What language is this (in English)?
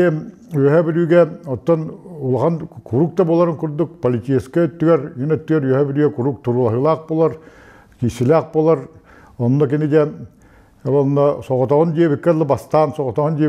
Yakut